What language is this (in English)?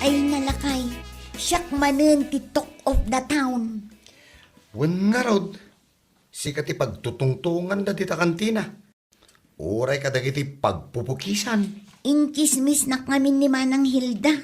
Iloko